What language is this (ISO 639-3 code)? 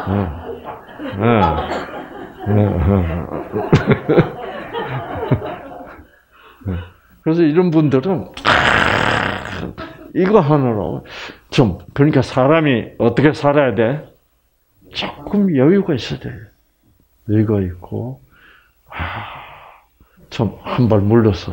kor